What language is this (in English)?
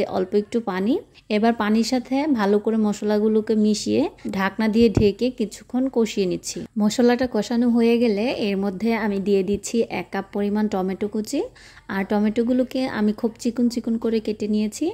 Bangla